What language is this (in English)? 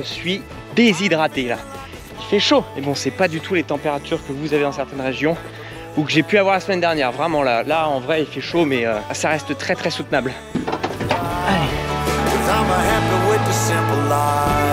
French